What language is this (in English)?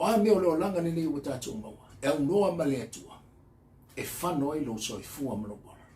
Samoan